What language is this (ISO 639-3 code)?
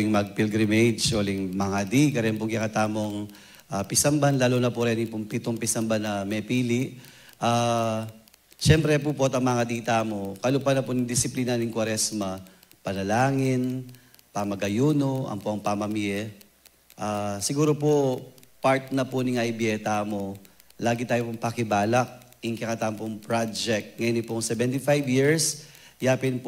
pam